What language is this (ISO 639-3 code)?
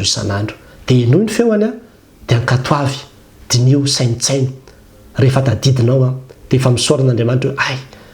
mlg